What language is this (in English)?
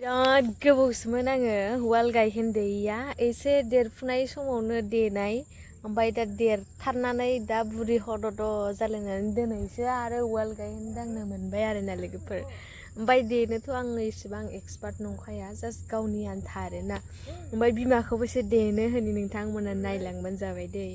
Bodo